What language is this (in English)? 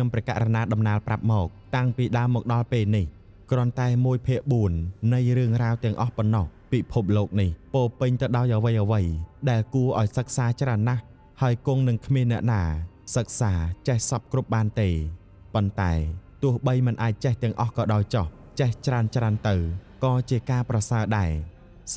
Khmer